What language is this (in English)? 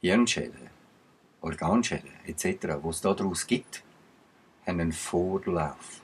Swiss German